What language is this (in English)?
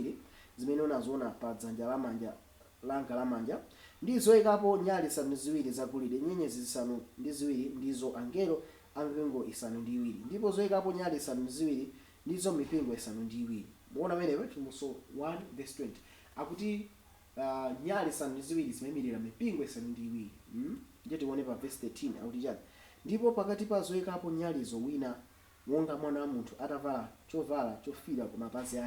Nyanja